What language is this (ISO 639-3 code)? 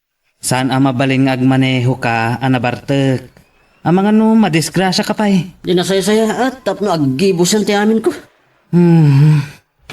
ilo